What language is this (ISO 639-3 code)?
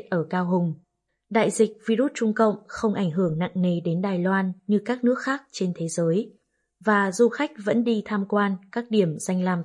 vie